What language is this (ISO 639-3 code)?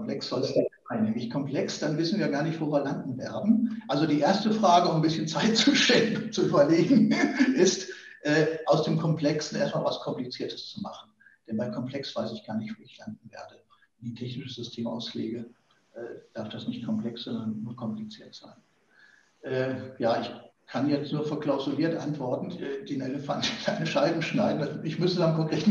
deu